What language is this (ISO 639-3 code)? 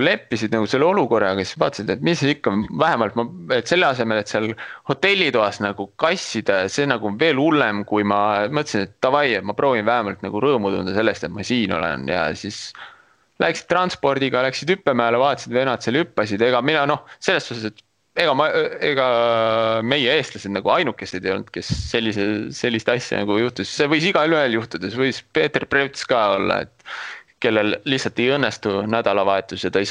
est